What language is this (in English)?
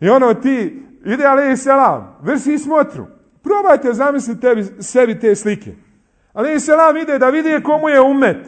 Bosnian